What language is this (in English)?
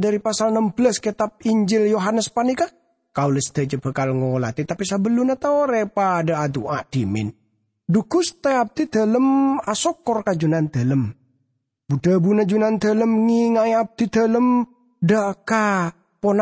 Madurese